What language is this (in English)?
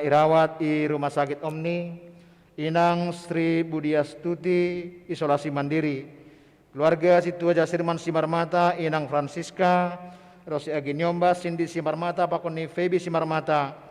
Batak Simalungun